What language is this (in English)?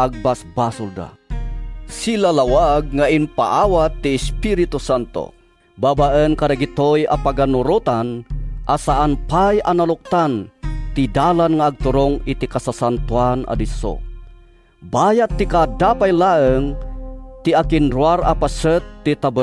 Iloko